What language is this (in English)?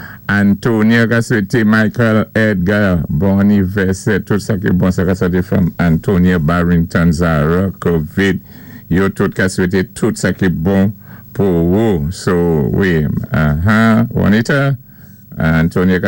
Saint Lucian Creole French